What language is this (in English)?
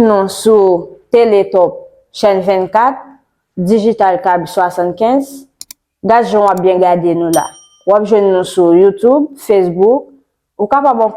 Haitian Creole